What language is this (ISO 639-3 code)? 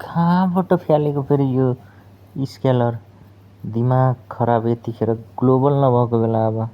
nep